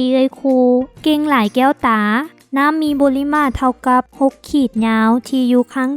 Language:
Lao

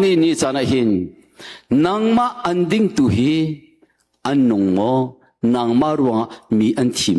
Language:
Hakha Chin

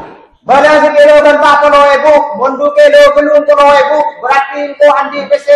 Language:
Madurese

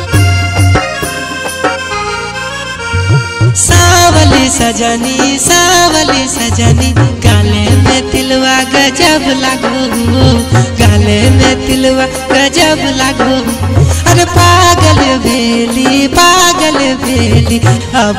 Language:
Bhojpuri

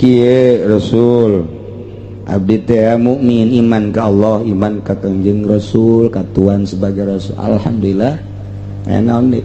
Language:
Sundanese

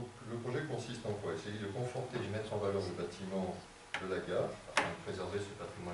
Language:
French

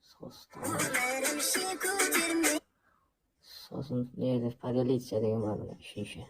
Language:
Kara-Kalpak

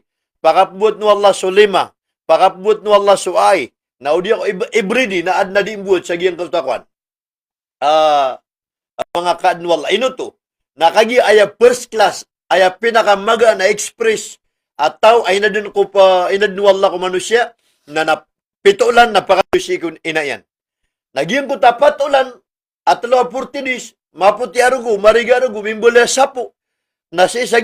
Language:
Maranao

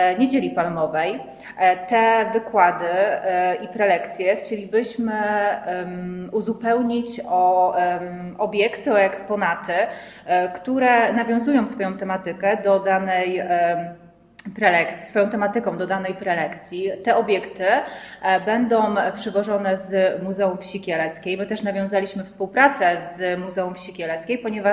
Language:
Polish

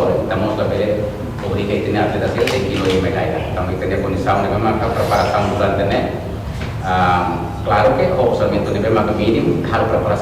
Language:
Tetum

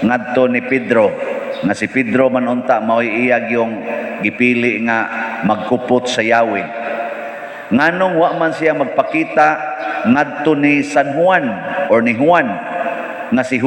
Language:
Cebuano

